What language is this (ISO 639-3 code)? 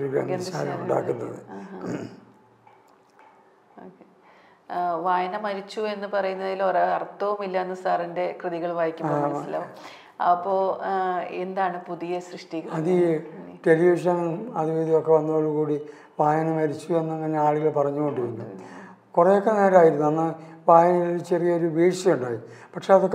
mal